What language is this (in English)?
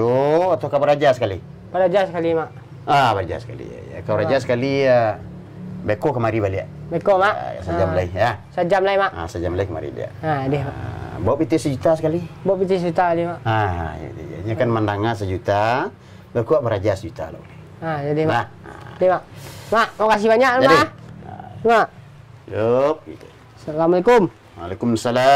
Minangkabau